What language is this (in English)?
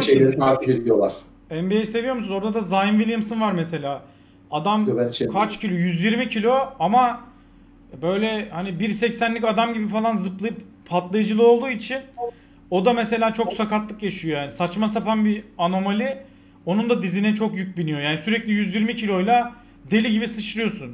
Turkish